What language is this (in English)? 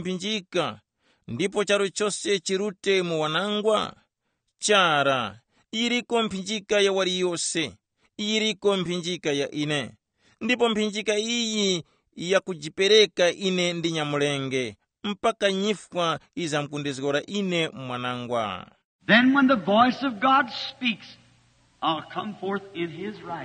Tumbuka